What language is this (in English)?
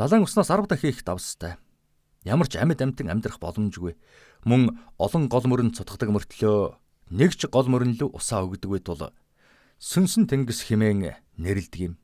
Mongolian